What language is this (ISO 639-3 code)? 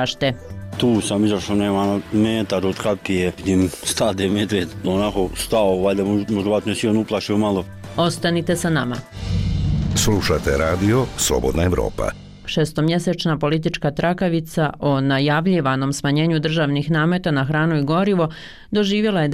bos